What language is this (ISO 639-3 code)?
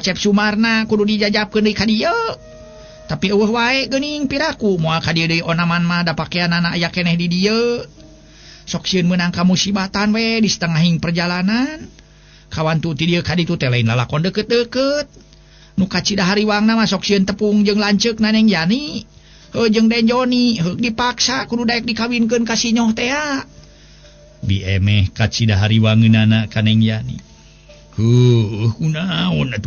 sun